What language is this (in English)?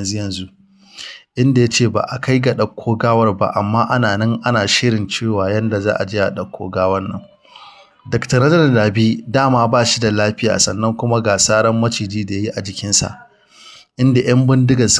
Hausa